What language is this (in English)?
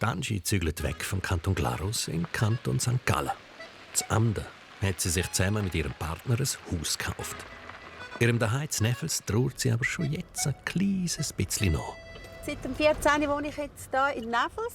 Swiss German